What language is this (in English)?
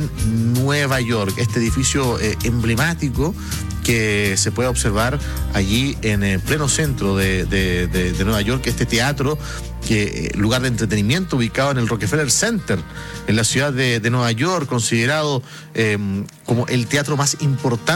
Spanish